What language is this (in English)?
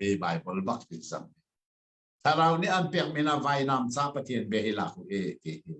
Hakha Chin